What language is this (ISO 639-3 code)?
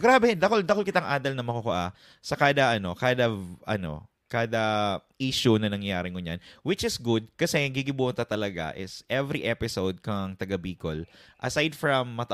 bik